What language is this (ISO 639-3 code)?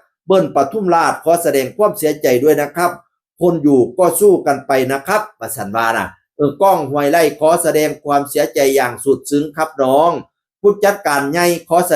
tts